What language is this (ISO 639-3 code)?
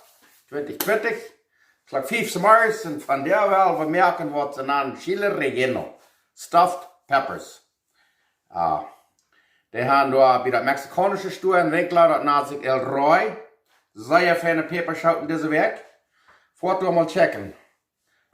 pdt